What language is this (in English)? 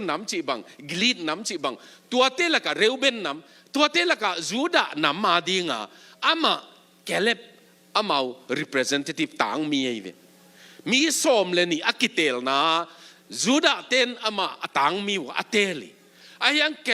Tedim Chin